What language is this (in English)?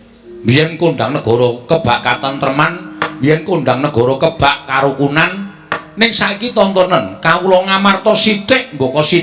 Javanese